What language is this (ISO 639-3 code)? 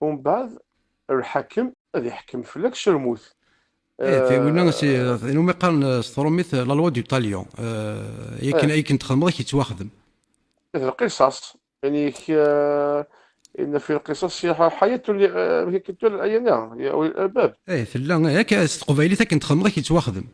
kab